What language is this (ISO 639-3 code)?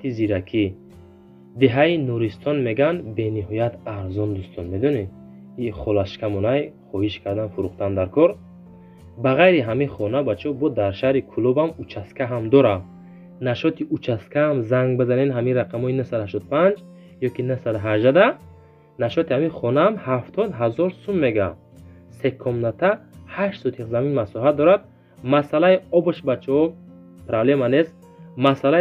tgk